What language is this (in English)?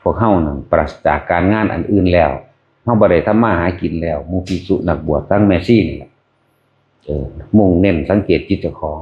Northeastern Thai